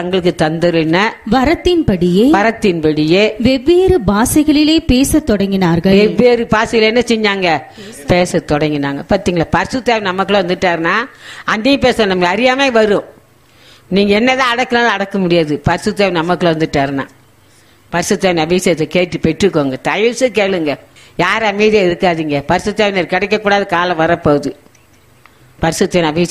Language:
Tamil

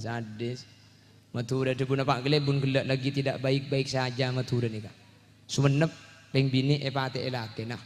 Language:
Madurese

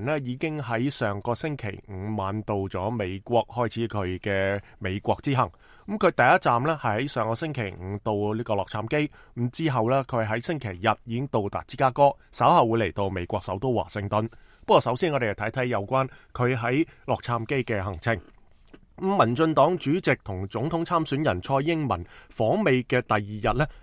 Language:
Cantonese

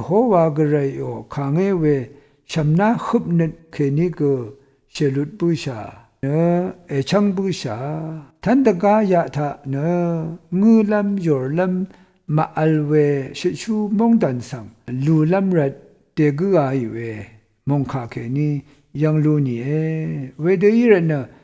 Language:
Rawang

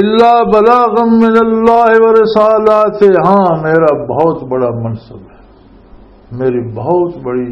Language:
Western Panjabi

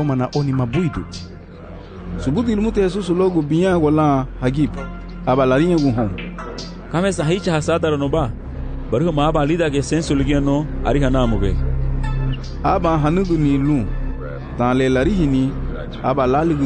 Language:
Garifuna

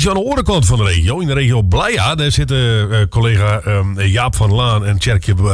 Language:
Western Frisian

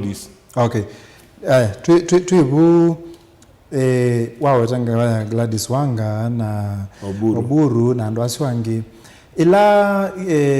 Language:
Kamba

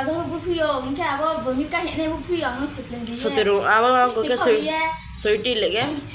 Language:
Riang (India)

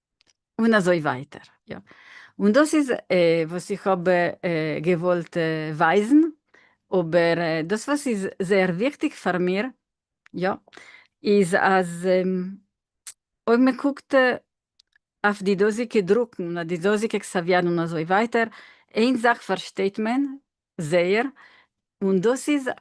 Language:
Yiddish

